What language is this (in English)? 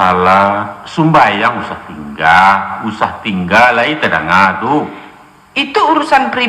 Minangkabau